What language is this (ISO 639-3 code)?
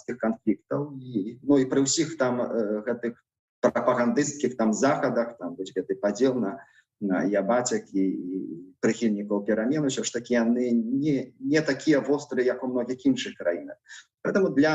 bel